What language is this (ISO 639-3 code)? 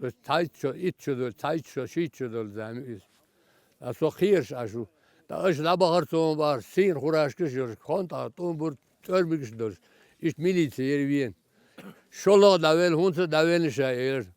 che